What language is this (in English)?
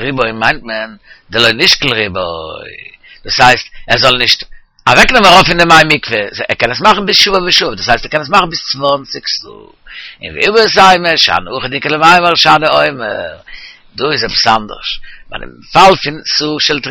Yiddish